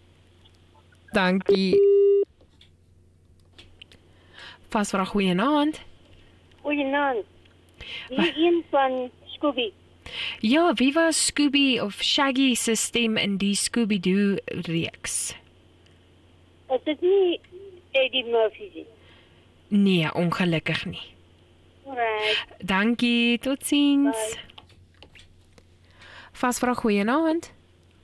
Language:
Afrikaans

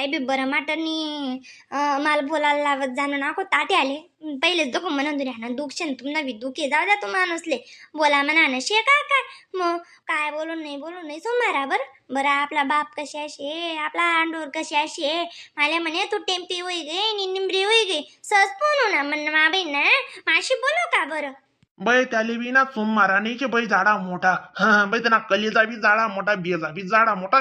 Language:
Khandesi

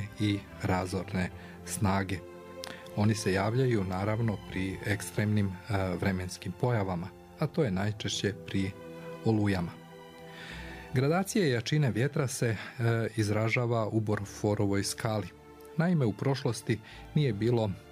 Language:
Croatian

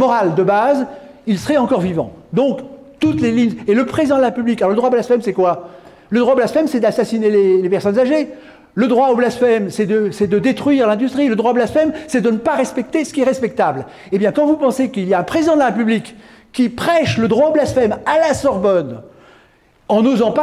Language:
French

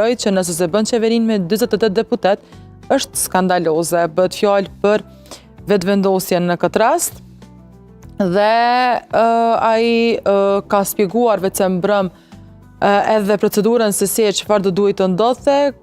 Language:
Albanian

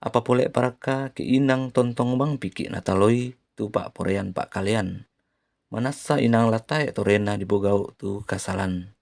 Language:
Toraja-Sa'dan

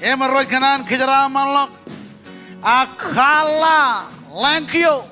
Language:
Marshallese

